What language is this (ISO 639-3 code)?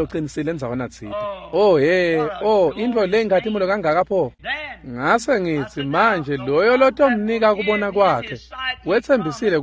ssw